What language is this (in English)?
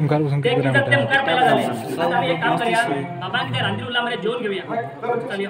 Konkani